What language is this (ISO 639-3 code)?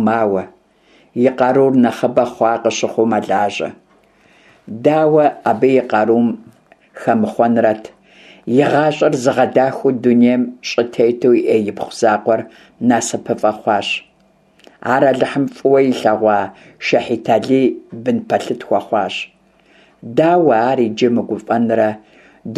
kbd